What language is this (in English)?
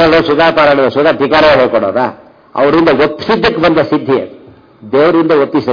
Kannada